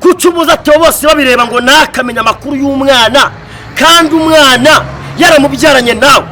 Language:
Kinyarwanda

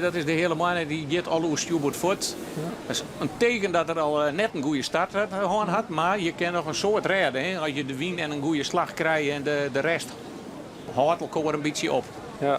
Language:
Western Frisian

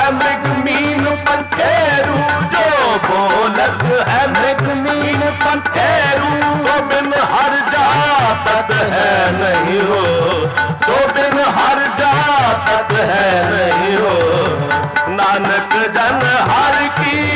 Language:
Punjabi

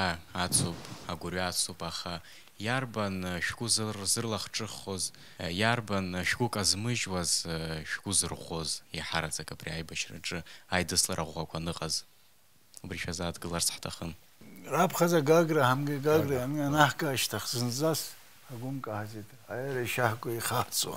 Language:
Abkhazian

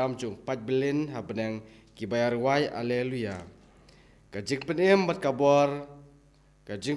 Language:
Khasi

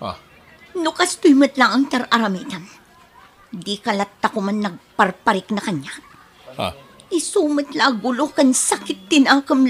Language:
Iloko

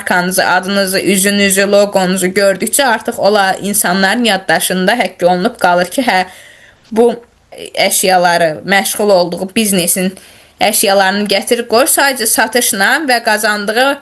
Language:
Azerbaijani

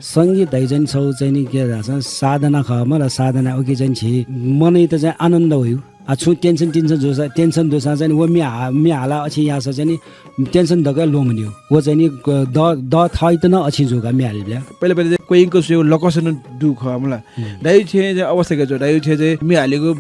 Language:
Newari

